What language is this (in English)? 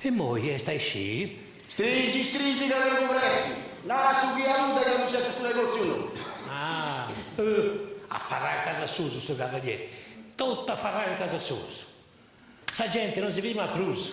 Sardinian